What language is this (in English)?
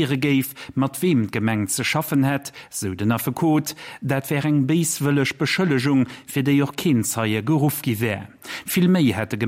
Luxembourgish